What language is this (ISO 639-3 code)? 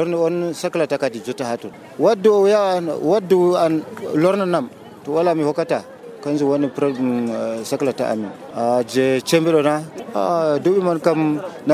fuv